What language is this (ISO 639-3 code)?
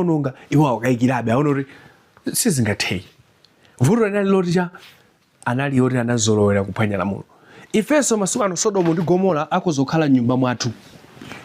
nya